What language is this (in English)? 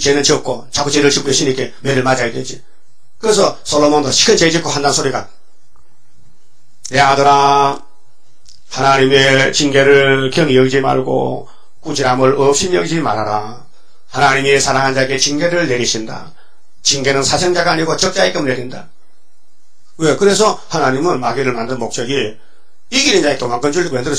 Korean